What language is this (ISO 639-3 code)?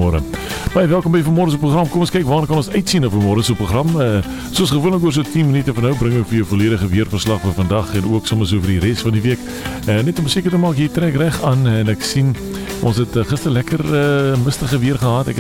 afr